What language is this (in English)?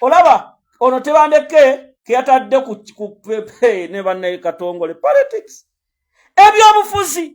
Ganda